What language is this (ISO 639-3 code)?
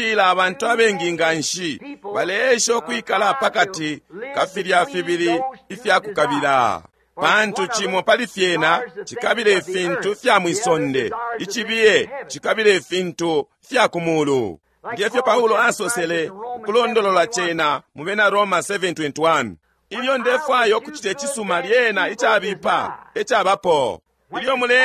bem